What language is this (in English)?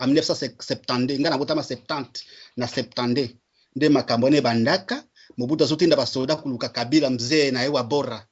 Lingala